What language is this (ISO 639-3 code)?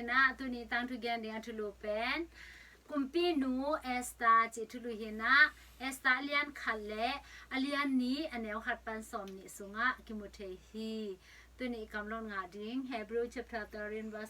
ctd